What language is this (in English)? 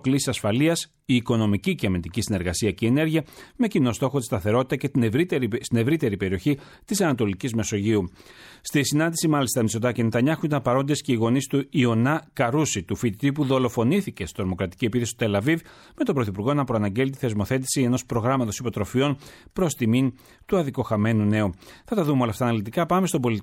Greek